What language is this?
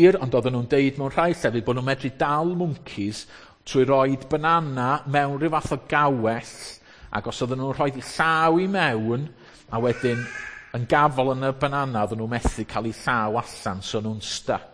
Welsh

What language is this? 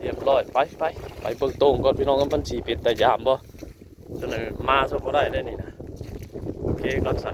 Northeastern Thai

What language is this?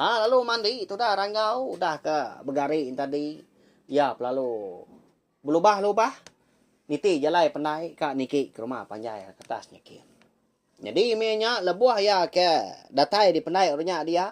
Iban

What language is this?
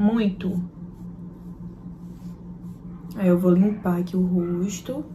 Portuguese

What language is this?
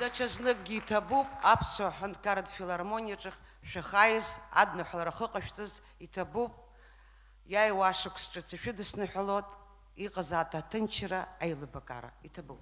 Abkhazian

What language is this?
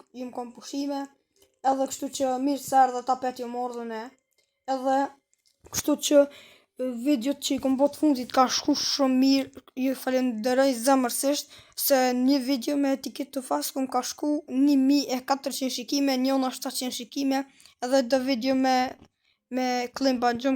Albanian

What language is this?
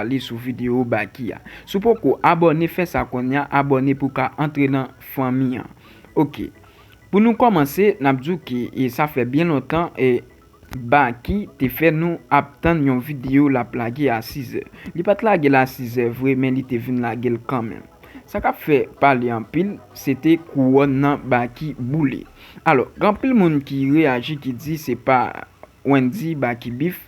Haitian Creole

